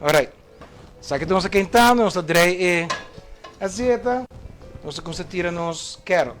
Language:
Papiamento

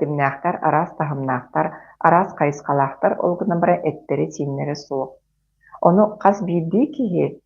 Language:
Yakut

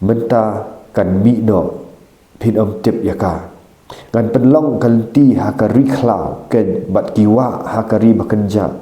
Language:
Khasi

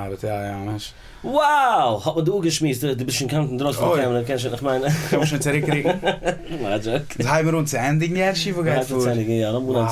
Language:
Yiddish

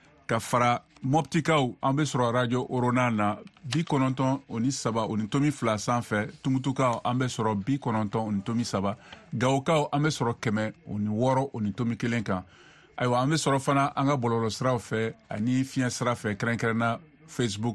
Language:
Bambara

